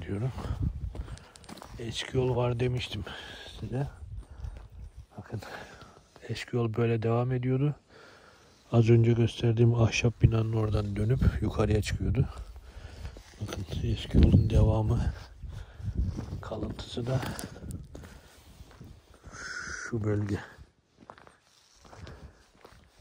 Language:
Turkish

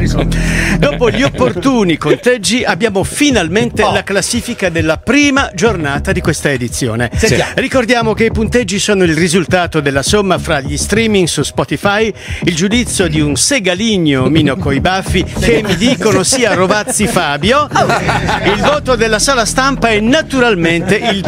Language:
Italian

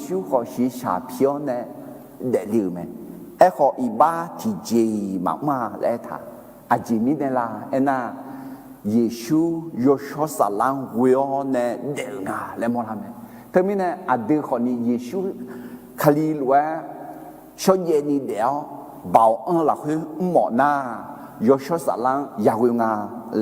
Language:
Akha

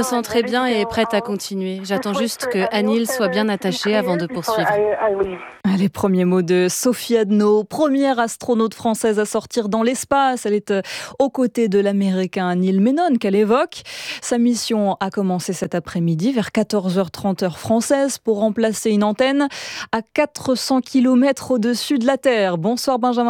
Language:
French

